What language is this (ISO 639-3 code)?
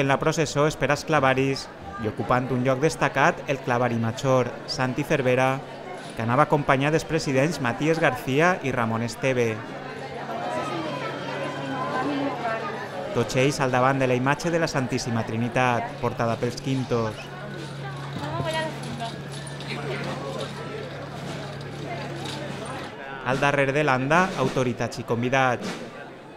cat